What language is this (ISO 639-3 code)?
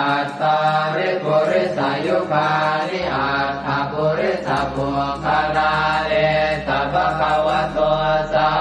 pli